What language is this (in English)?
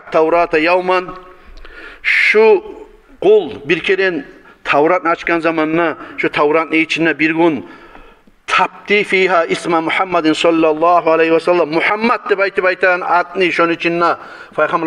Kumyk